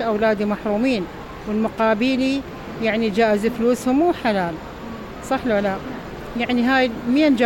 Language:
Mesopotamian Arabic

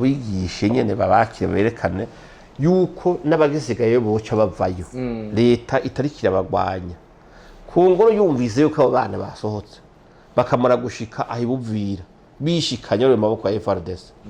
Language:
Rundi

